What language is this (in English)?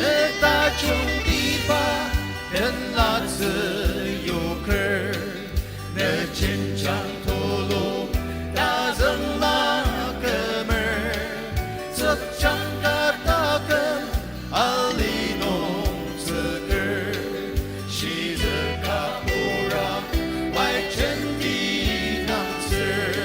Ao Naga